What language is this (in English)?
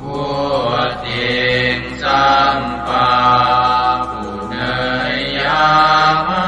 Pali